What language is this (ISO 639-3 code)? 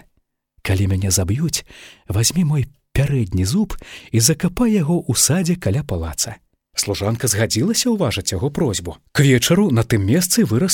bel